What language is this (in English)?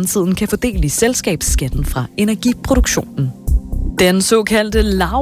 Danish